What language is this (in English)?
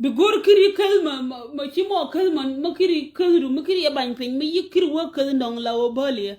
Nuer